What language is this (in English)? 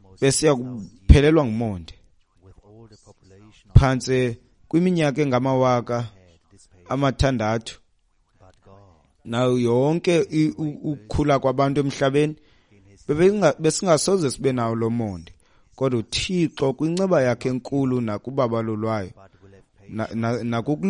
Xhosa